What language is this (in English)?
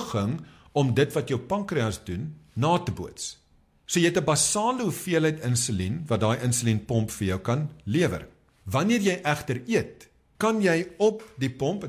Afrikaans